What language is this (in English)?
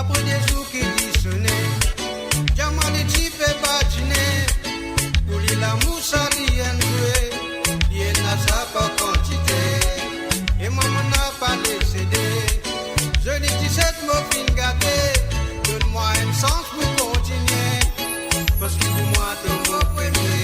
Morisyen